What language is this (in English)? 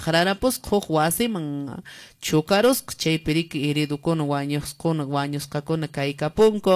Quechua